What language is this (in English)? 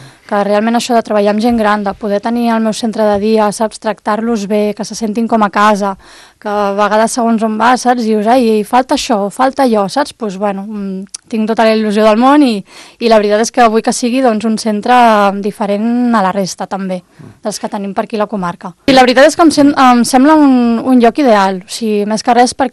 Catalan